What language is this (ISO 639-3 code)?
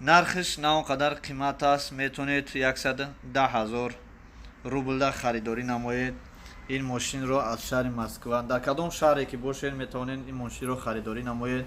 tgk